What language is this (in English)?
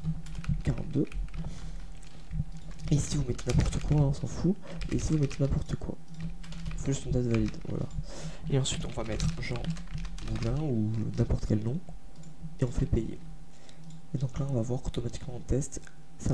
French